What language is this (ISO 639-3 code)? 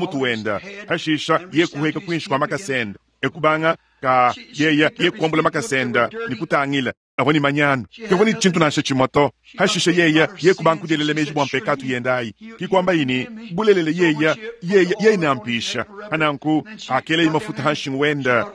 lua